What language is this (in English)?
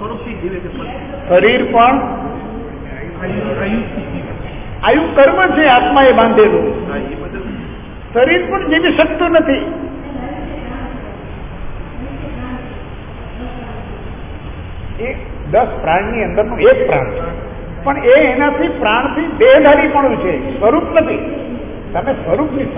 Gujarati